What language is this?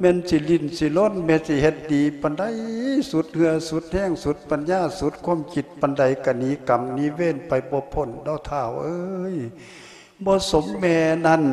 Lao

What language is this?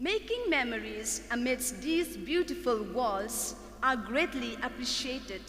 Khasi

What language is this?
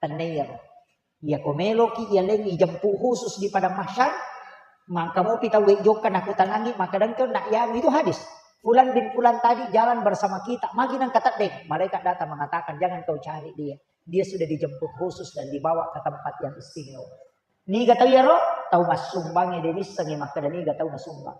Buginese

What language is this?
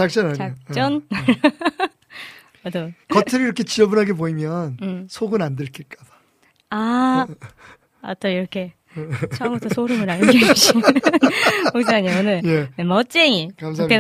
Korean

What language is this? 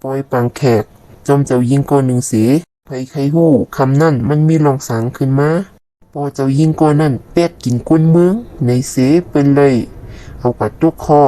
Shan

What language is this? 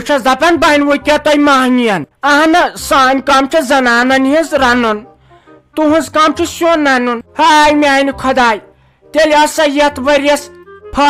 Kashmiri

